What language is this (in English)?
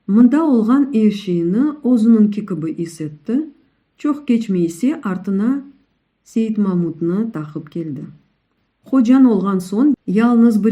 Crimean Tatar